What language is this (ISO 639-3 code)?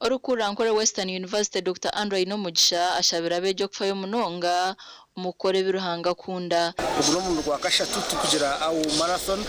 nyn